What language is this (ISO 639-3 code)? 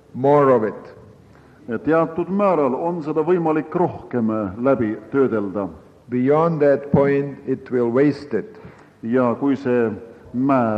est